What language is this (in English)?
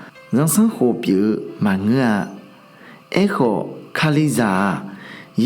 Akha